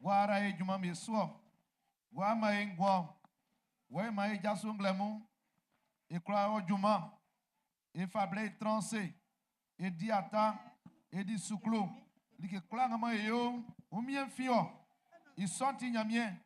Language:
Baoulé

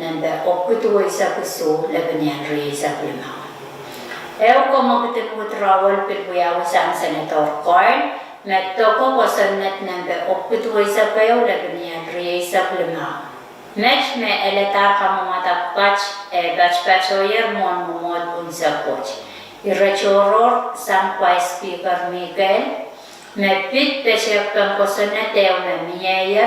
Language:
Pohnpeian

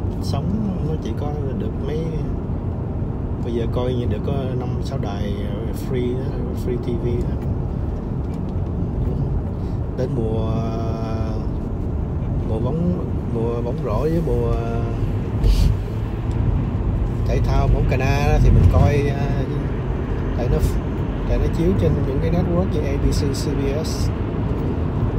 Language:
Vietnamese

